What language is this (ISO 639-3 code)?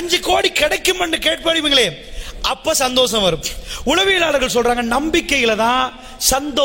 tam